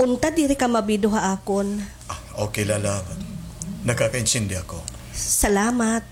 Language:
Waray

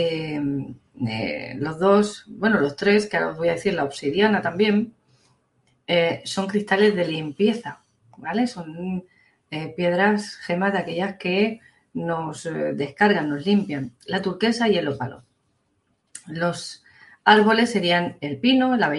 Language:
Spanish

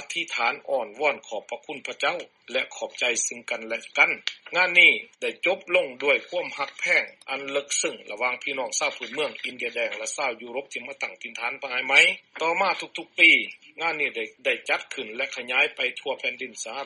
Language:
Lao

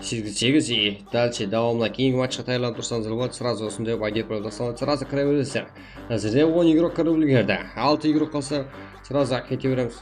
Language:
Kara-Kalpak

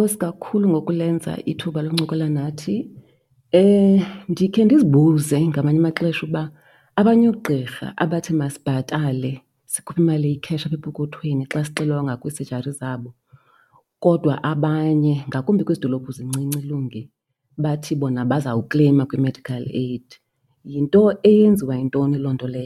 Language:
Xhosa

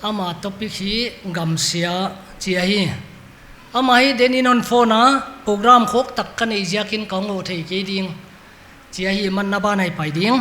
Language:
Paite Chin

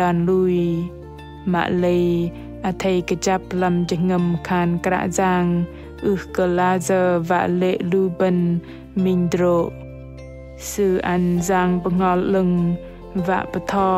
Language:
Bahnar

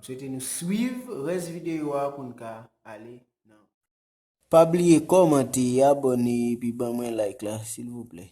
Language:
Haitian Creole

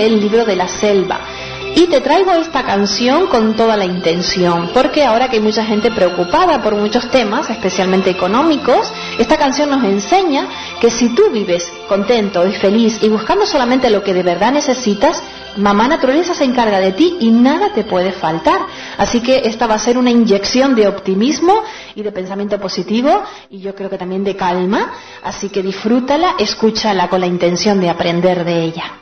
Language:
Spanish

